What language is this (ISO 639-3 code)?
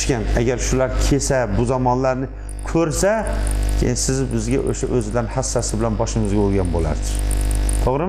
uzb